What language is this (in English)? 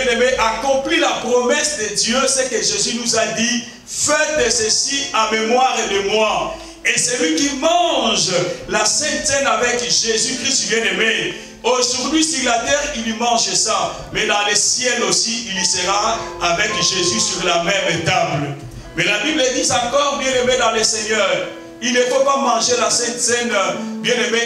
French